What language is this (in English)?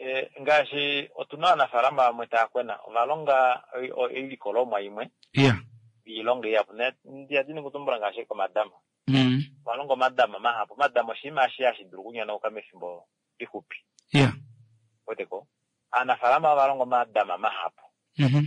Kuanyama